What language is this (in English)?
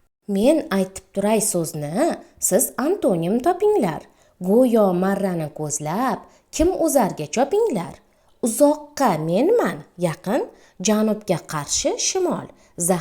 Uzbek